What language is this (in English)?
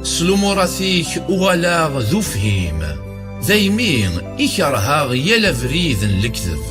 Kabyle